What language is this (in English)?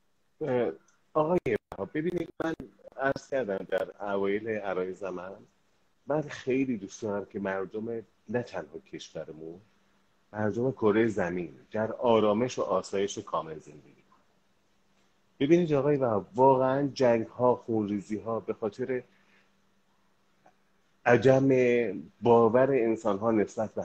Persian